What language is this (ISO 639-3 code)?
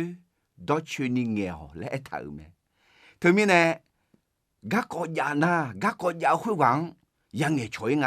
ahk